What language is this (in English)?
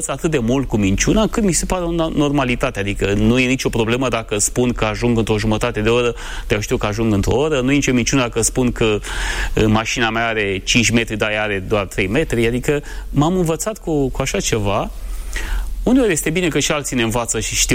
Romanian